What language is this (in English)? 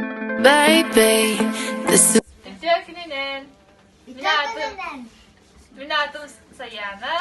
Yakut